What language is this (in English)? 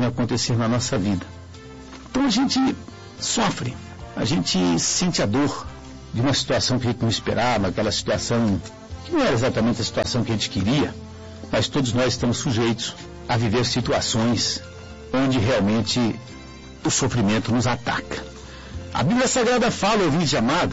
Portuguese